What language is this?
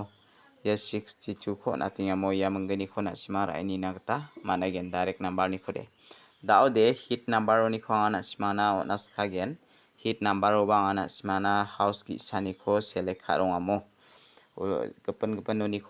Garo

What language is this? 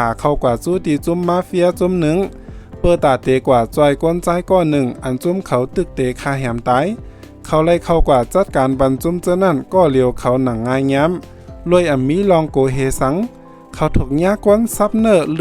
Shan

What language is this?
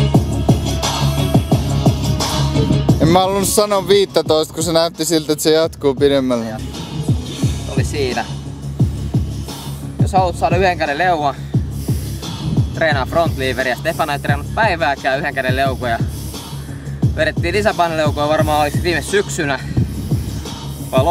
Finnish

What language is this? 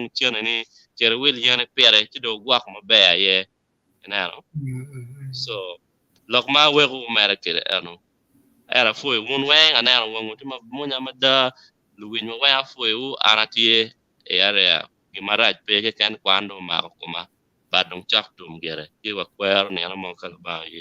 Acoli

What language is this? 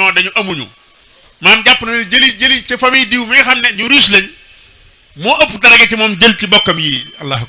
Wolof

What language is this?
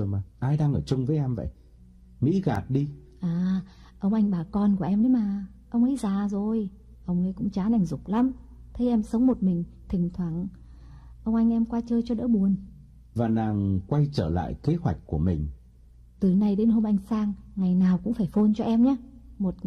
Vietnamese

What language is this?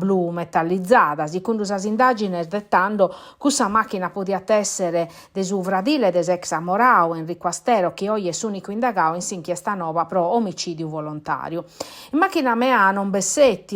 Sardinian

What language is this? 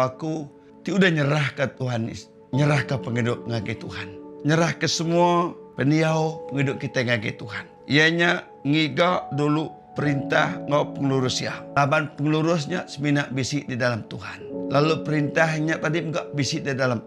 Iban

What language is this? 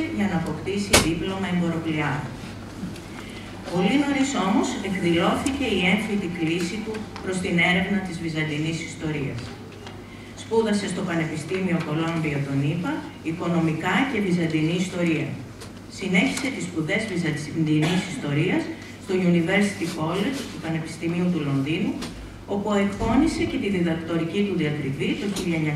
Greek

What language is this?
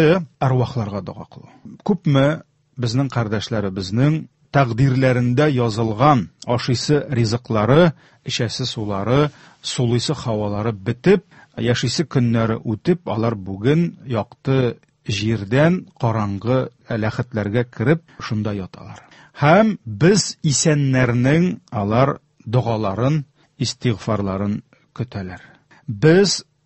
Tatar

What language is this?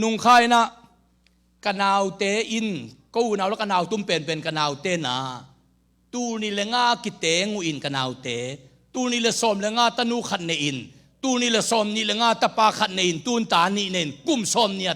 Tedim Chin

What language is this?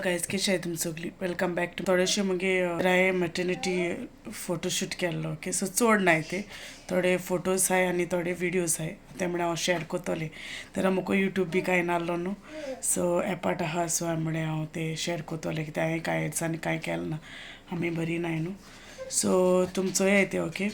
Konkani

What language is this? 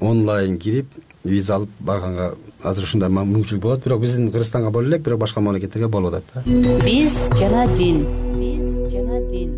Kyrgyz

